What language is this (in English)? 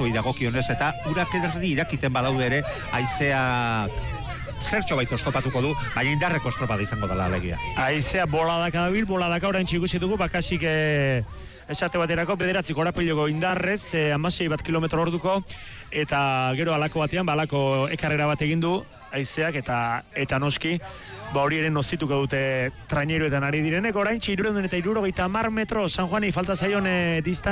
Basque